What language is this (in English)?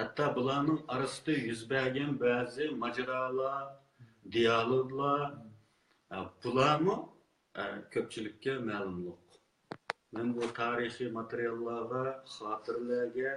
Uyghur